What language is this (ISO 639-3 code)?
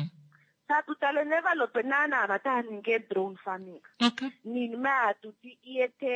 kua